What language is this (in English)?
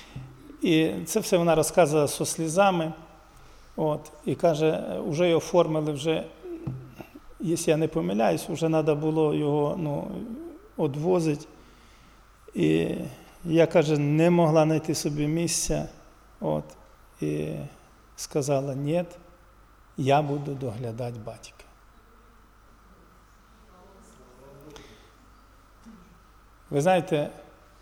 Ukrainian